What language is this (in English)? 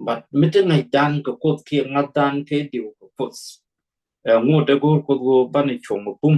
Nuer